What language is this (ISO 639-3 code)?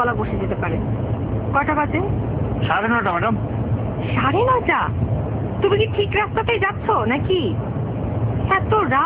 ben